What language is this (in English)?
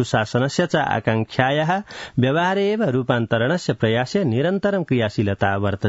Sanskrit